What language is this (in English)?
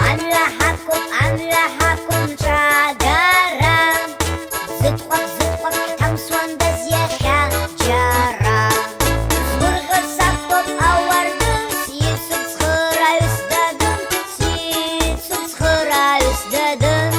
Abkhazian